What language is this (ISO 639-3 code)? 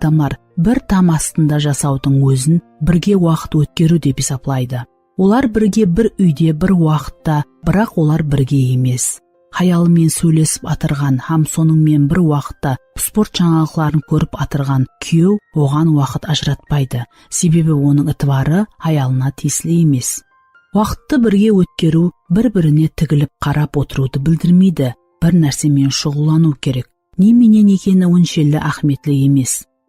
kaa